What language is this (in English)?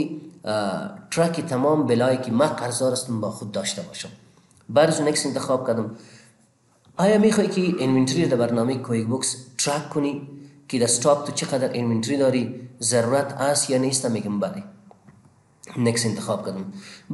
Persian